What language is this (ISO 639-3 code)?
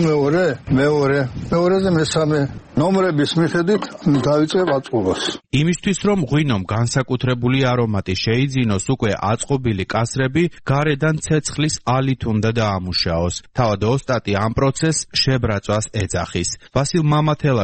kat